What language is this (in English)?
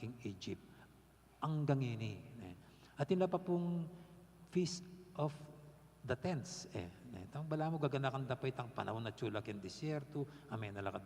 Pampanga